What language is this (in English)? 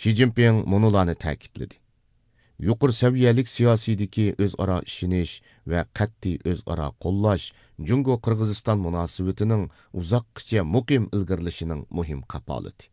Uyghur